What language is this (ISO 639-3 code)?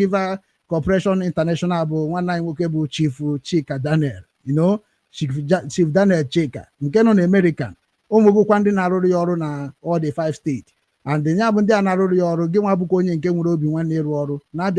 ibo